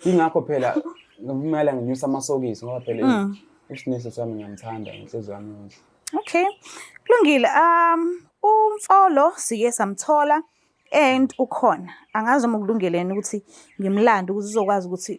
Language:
Zulu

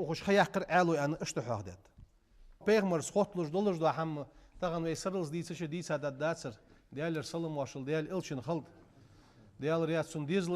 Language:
Ingush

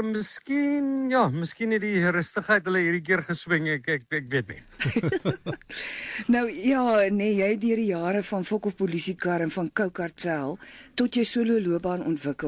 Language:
Afrikaans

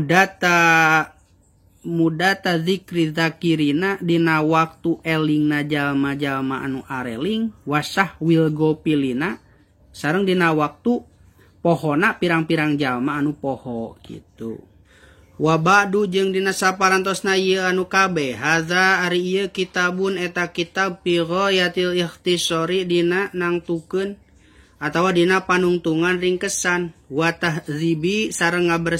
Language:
Sundanese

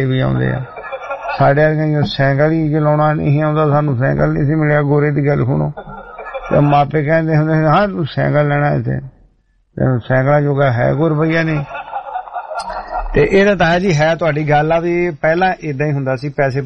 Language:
Punjabi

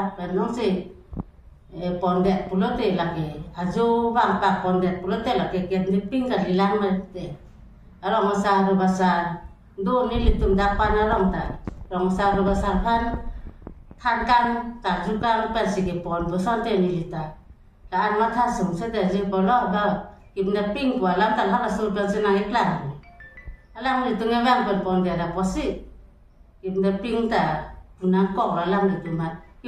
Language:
Karbi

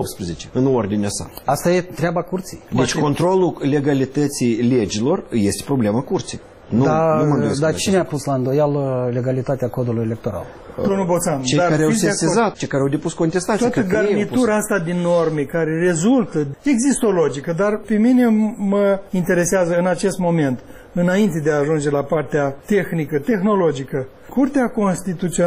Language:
Romanian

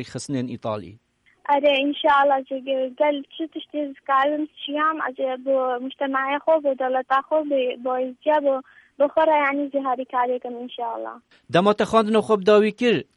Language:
Kurdish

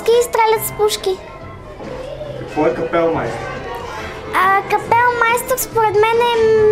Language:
Bulgarian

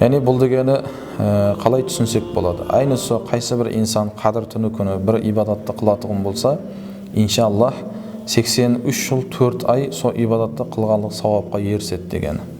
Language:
Kara-Kalpak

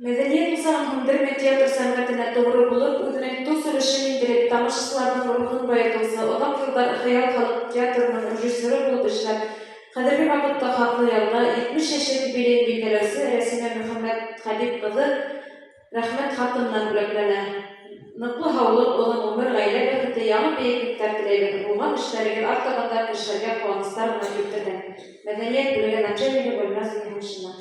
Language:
Bashkir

